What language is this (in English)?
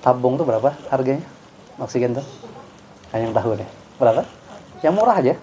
Banjar